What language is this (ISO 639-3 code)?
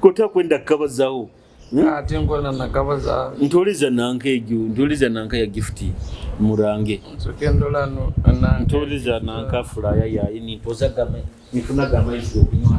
nyo